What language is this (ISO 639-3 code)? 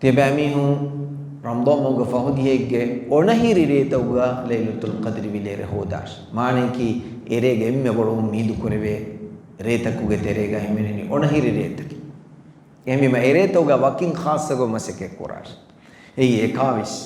div